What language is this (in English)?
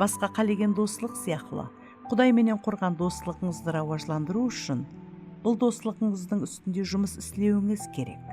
Kara-Kalpak